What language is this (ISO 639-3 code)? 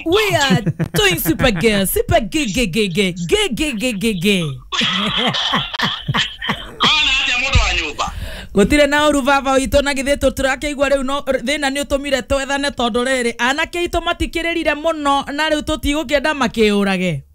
kik